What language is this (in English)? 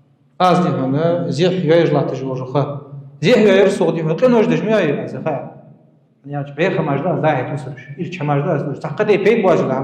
Ingush